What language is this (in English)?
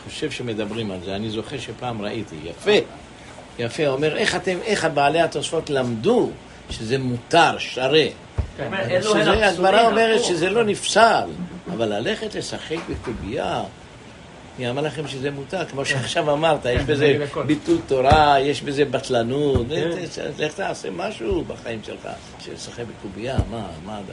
Hebrew